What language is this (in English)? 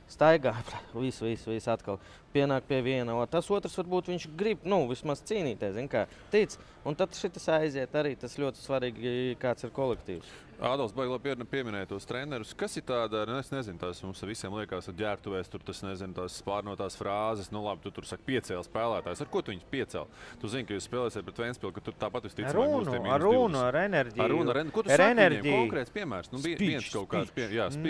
Latvian